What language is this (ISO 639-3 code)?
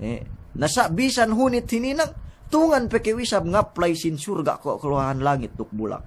yka